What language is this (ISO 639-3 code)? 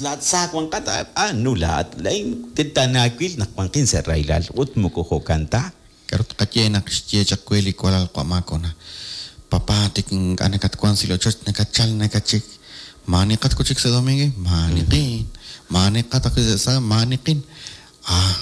kek